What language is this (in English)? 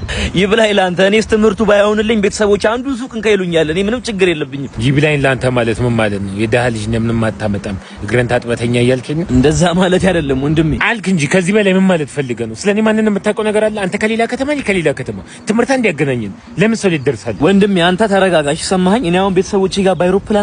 Amharic